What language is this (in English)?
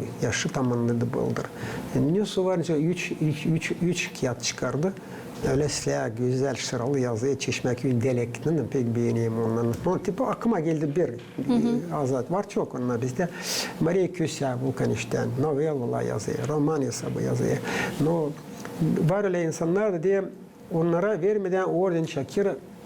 Gagauz